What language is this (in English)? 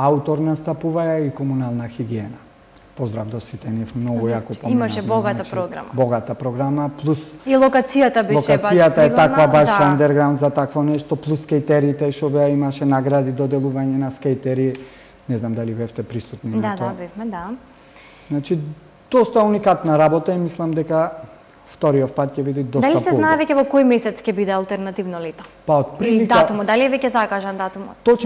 Macedonian